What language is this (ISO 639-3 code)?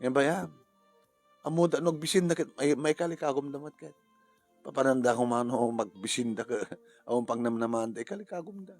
ilo